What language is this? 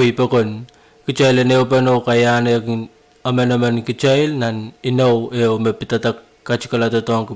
Pohnpeian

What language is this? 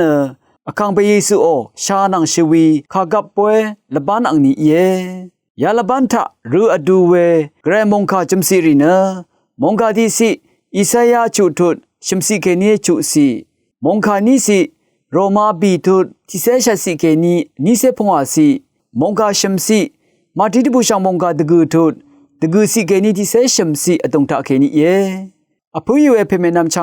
Rawang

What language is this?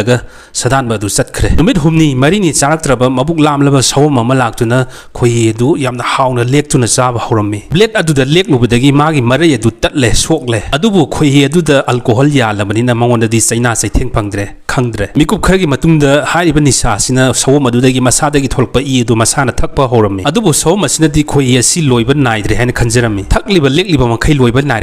Manipuri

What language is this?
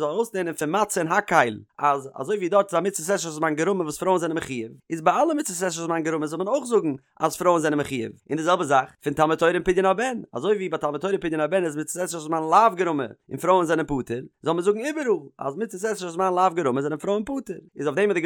Yiddish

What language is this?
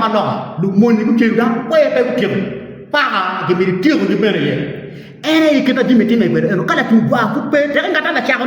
Acoli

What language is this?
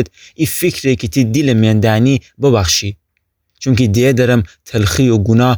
Gilaki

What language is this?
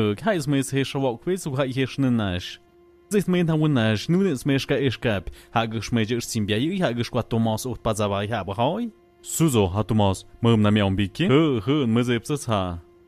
Tlahuitoltepec Mixe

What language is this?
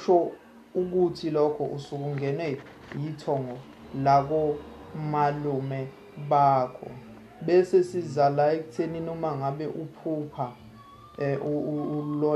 Zulu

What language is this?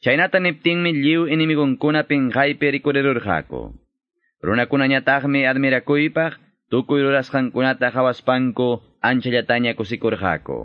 Quechua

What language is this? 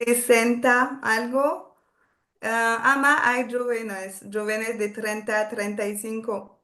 Ladino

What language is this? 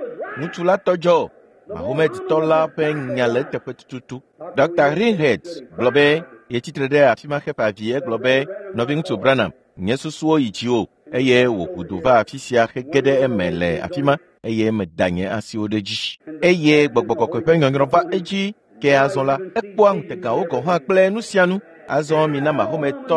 Ewe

